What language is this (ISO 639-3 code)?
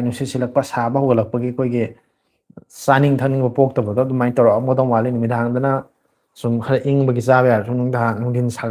mni